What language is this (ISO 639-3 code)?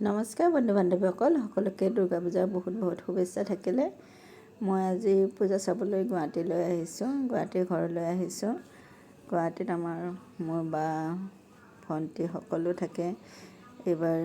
asm